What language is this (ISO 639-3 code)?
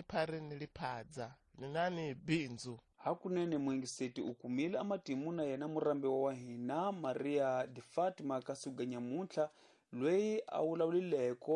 tso